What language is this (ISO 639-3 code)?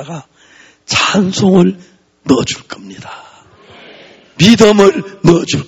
kor